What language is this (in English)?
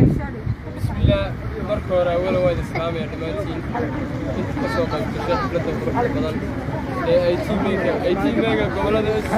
Somali